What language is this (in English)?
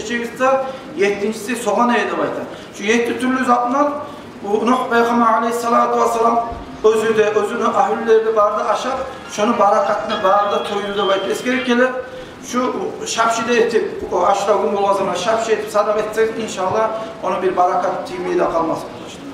Kumyk